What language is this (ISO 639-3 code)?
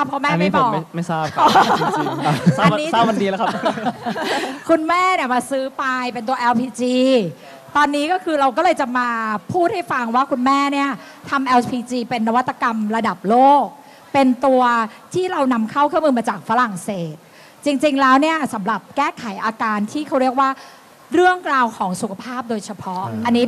tha